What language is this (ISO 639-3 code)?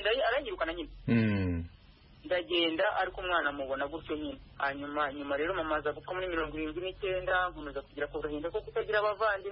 kin